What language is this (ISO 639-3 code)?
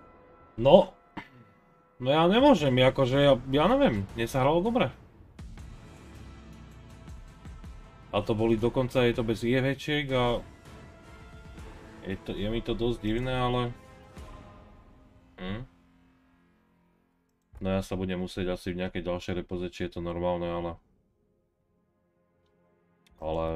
slk